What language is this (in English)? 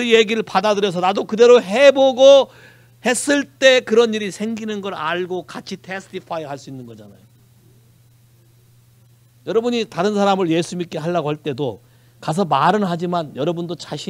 Korean